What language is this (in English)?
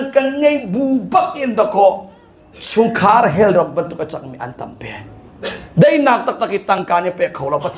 Hakha Chin